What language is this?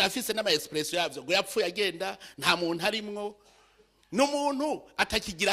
Rundi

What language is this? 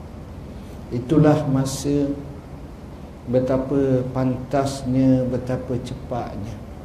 Malay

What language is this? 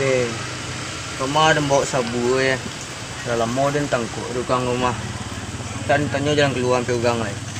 Minangkabau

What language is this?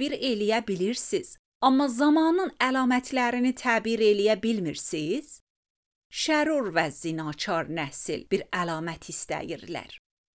Azerbaijani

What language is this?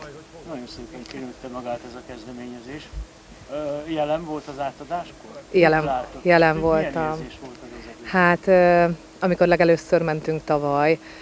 Hungarian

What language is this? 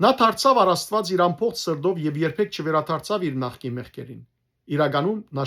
Western Armenian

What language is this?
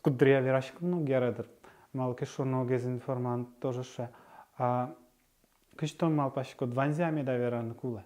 Udmurt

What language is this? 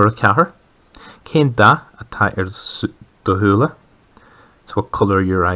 Irish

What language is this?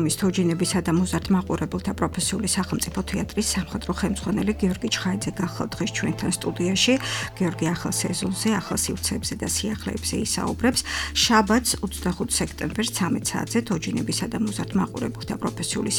Georgian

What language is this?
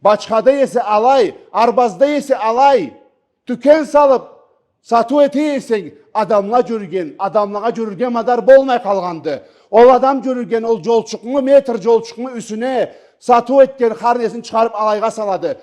Karachay-Balkar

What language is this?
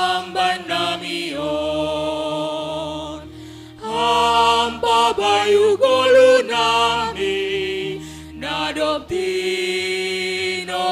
Batak Simalungun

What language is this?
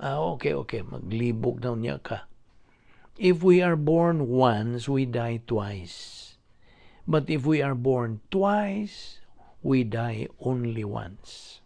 Cebuano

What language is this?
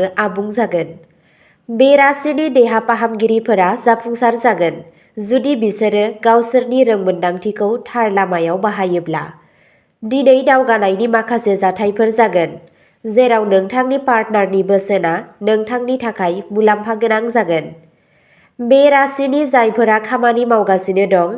Bodo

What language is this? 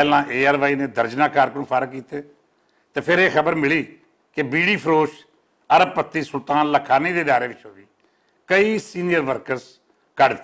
Western Panjabi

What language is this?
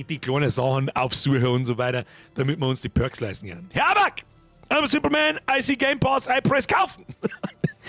Bavarian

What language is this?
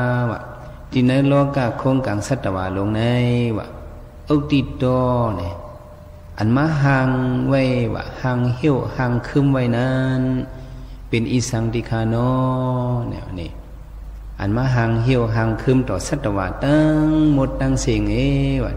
Shan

